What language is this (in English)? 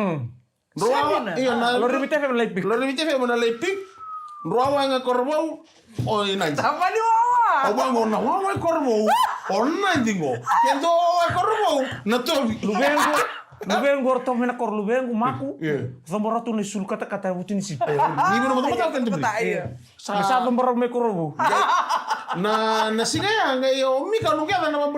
Fijian